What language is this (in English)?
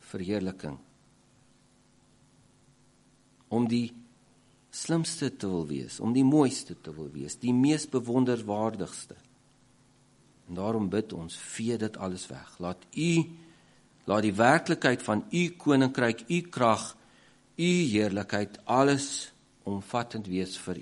Afrikaans